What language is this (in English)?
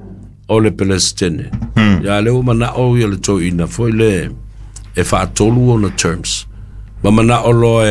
Samoan